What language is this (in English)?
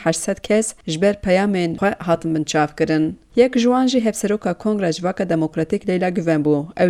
Kurdish